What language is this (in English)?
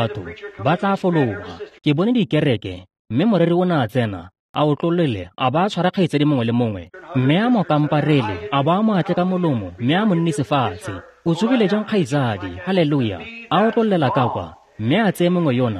Tswana